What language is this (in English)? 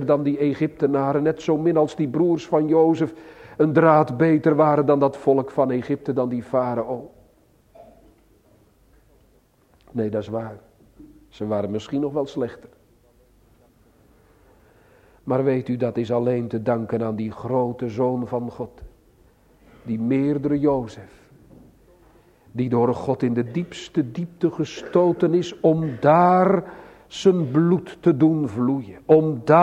Dutch